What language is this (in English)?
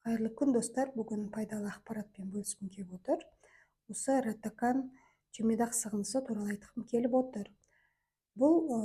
Kazakh